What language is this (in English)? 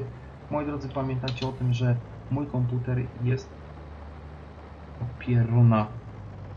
Polish